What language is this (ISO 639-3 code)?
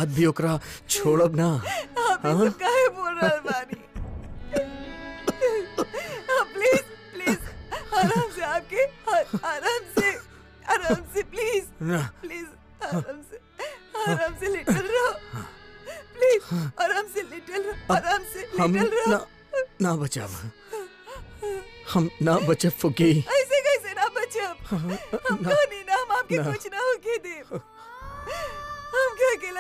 bho